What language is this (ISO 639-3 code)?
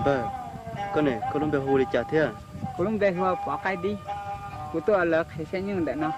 hmn